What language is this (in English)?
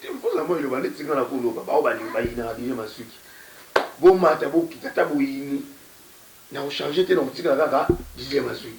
Lingala